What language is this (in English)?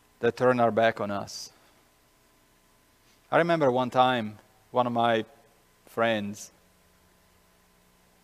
English